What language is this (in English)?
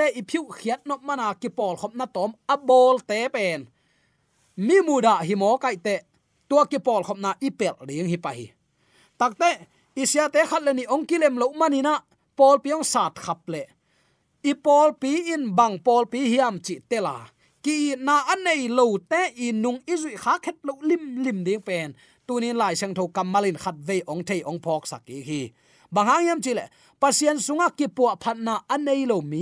Tedim Chin